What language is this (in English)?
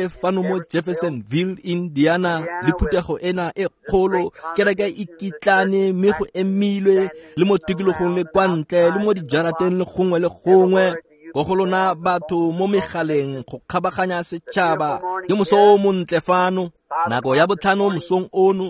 Tswana